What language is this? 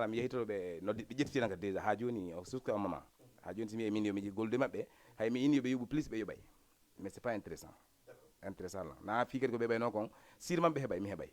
Fula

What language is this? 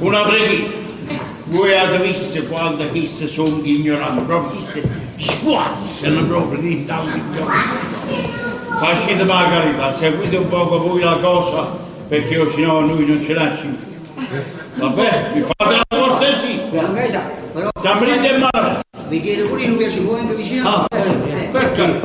Neapolitan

